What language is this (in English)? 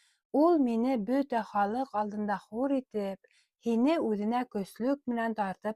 Bashkir